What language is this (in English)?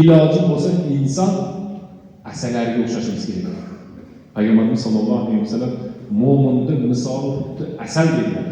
Uzbek